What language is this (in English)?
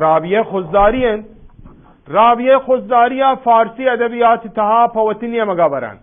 Eastern Balochi